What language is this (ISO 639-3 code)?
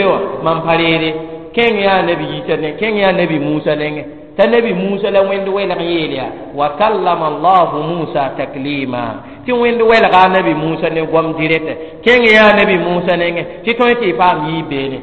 mos